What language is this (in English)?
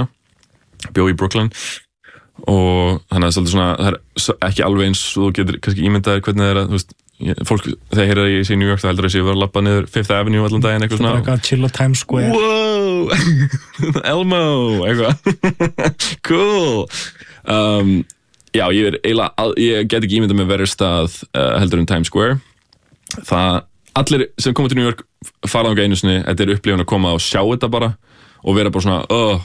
Icelandic